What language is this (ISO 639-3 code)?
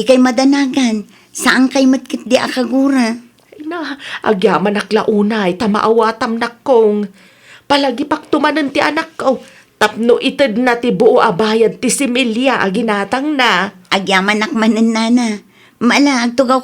ilo